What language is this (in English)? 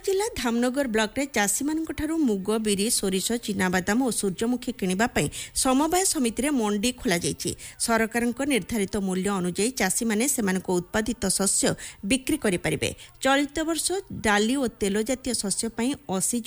Odia